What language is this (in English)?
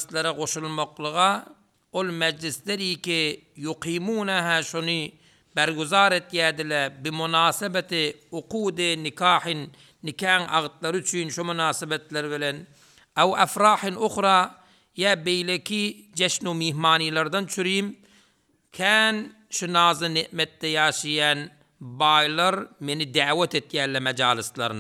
Turkmen